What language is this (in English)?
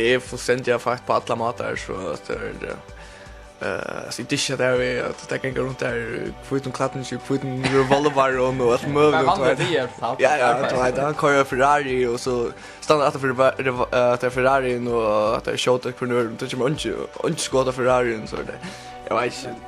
Faroese